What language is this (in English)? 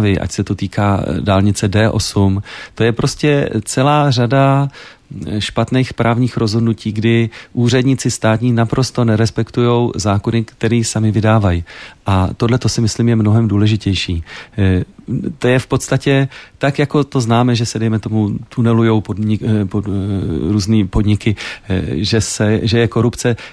Czech